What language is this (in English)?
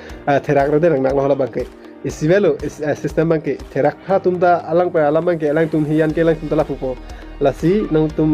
Karbi